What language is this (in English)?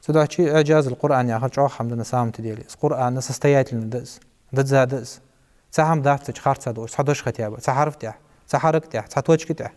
Ingush